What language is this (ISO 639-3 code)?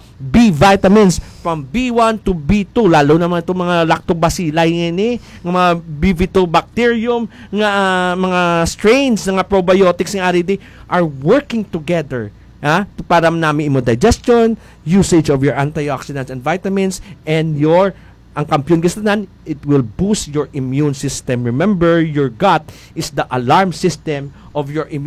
hil